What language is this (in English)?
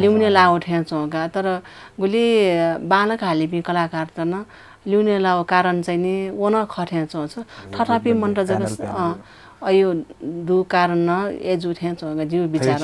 Newari